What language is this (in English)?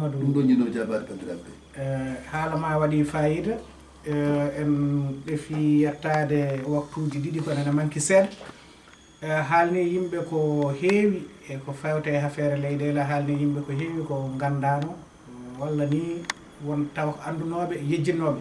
Fula